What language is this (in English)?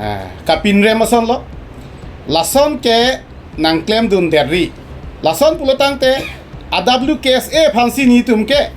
Karbi